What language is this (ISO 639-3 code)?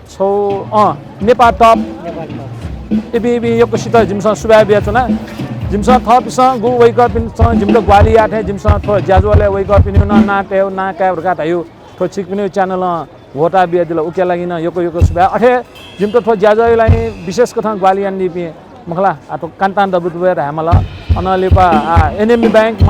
new